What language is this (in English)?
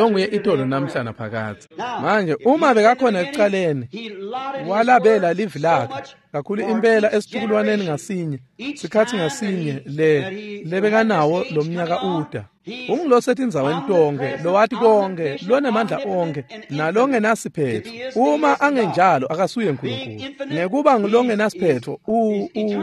Swati